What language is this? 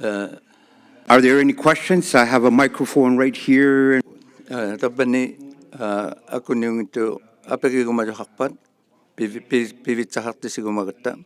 Inuktitut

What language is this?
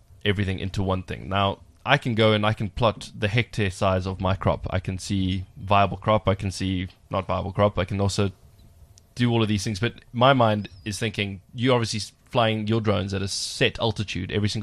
English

